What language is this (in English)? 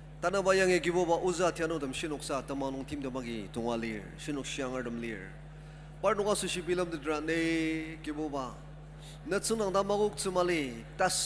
Ao Naga